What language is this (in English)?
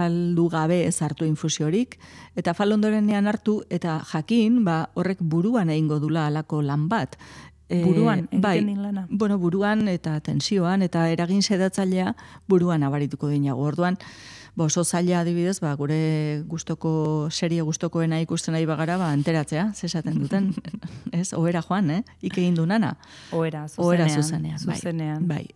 Basque